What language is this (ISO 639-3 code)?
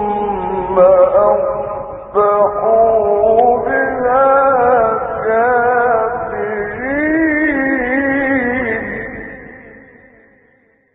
ara